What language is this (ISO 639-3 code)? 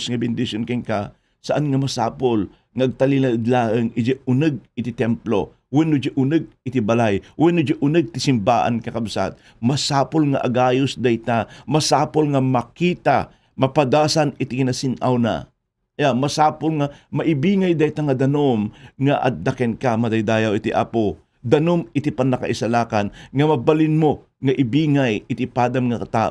ilo